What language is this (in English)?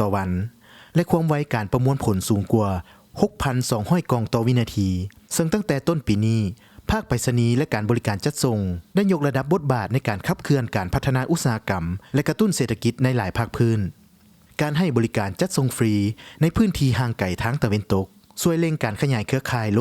Lao